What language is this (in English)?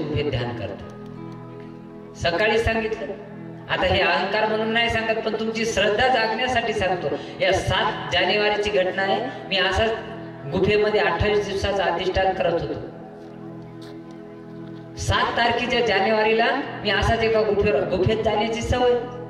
Marathi